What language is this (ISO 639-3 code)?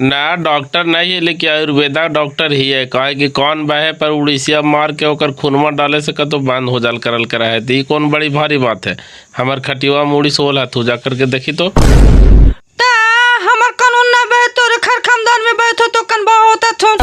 mag